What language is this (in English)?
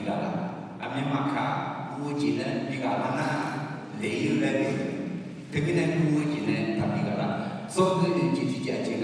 Akha